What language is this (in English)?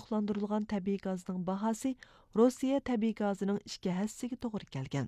Uyghur